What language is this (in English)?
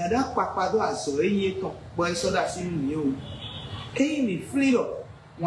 Fon